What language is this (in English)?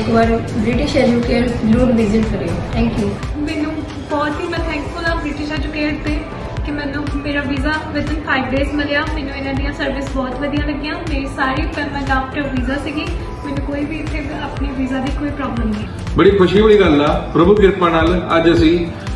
Punjabi